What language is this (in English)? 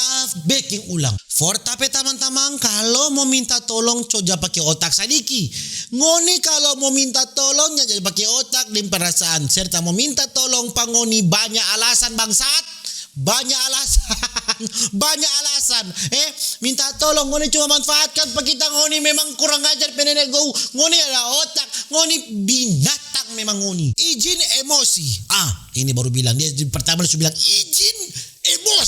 Manado Malay